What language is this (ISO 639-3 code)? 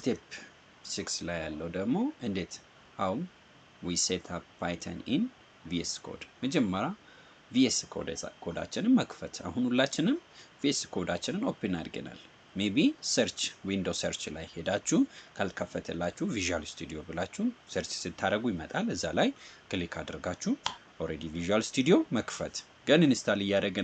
amh